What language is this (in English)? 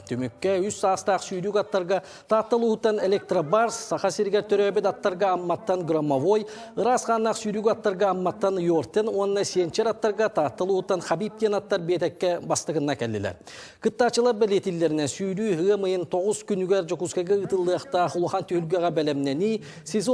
Yakut